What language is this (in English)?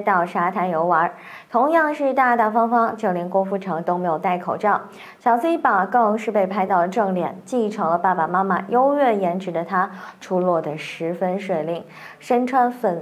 Chinese